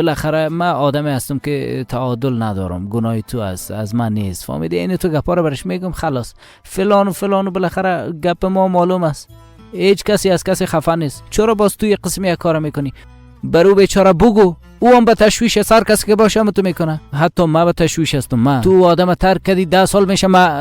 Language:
Persian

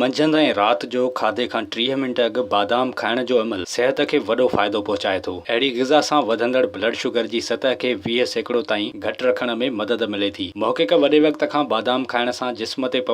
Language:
Sindhi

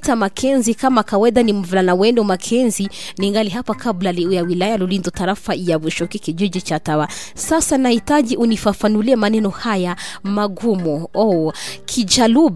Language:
Kinyarwanda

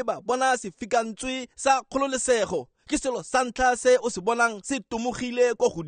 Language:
Tswana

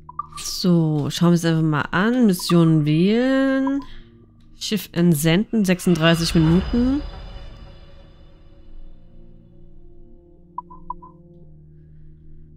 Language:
German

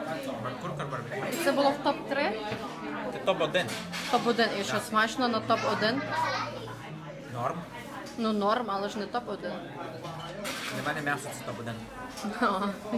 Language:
Ukrainian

